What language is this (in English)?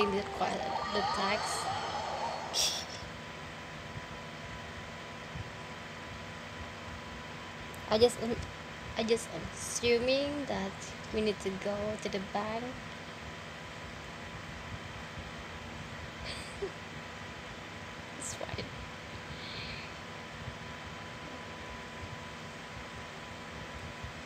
English